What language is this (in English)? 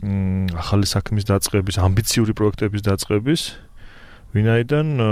Georgian